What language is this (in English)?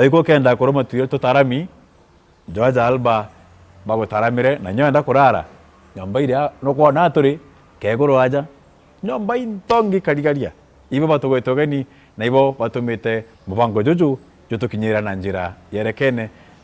Meru